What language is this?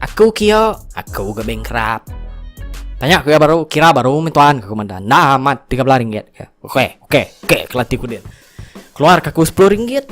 Iban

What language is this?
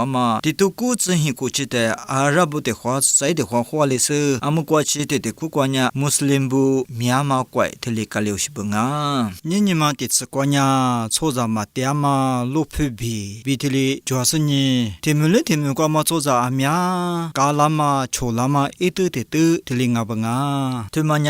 Lisu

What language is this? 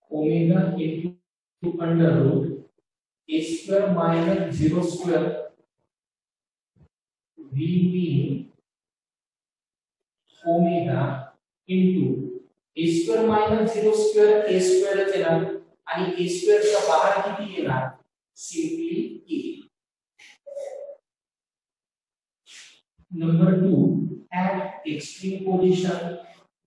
Marathi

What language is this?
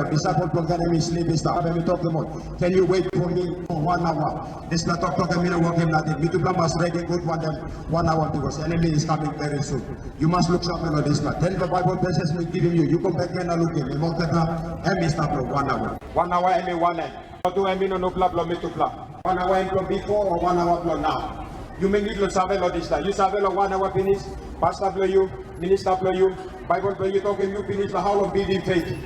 Tok Pisin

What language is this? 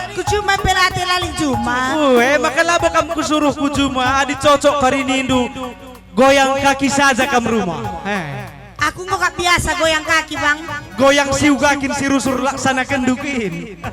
Batak Karo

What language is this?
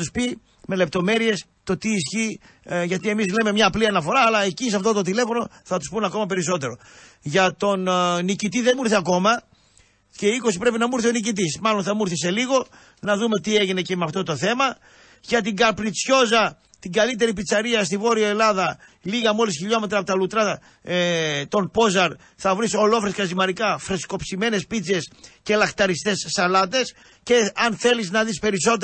Greek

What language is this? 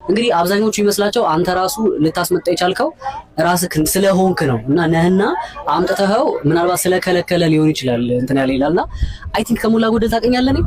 Amharic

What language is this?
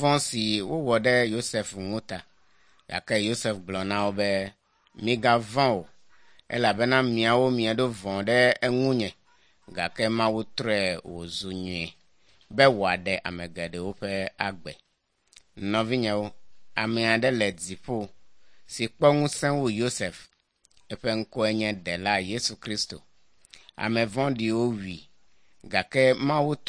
Ewe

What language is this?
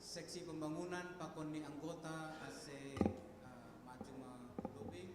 Batak Simalungun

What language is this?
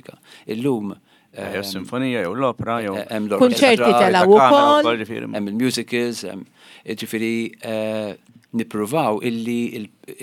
Maltese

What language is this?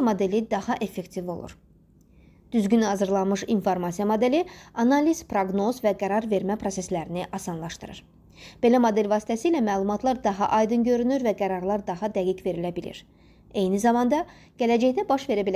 Azerbaijani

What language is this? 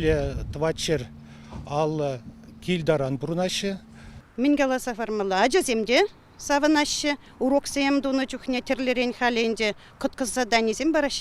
Chuvash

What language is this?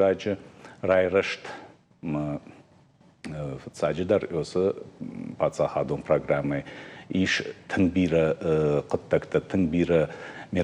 Ossetic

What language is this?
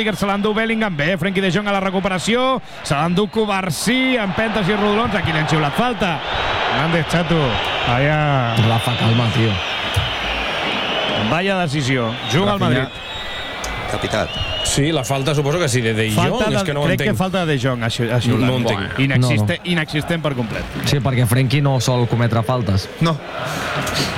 Catalan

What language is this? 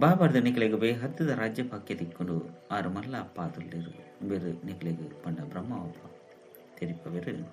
Tulu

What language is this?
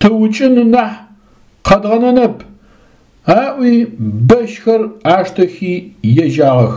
Adyghe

